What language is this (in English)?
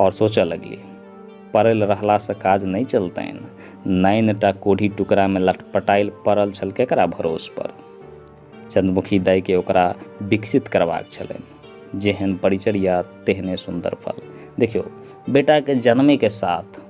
Maithili